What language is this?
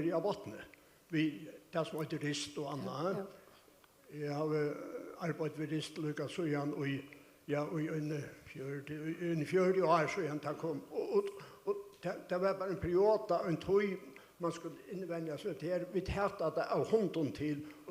Faroese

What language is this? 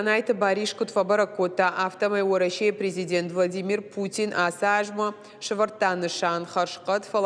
Ossetic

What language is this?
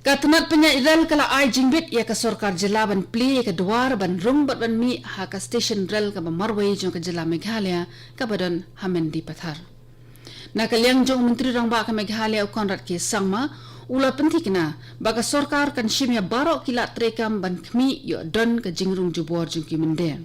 Khasi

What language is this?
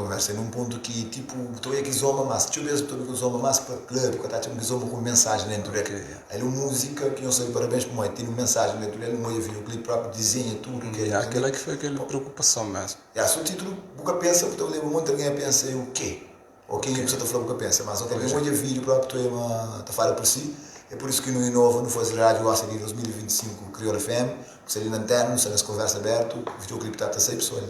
Kabuverdianu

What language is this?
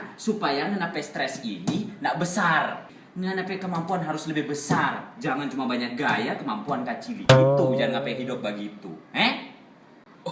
Manado Malay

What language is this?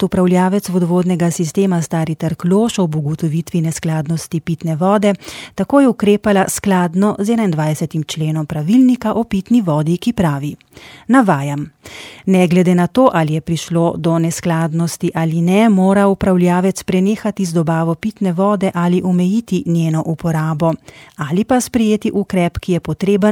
Slovenian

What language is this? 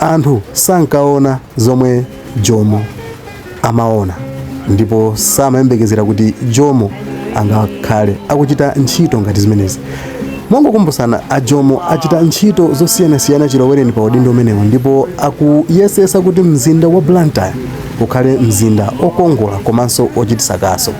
Nyanja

